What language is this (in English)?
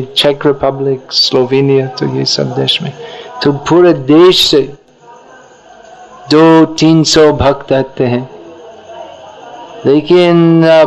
Hindi